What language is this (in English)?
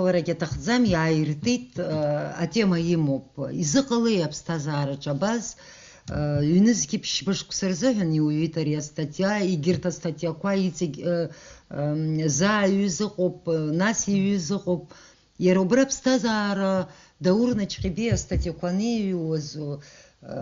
Abkhazian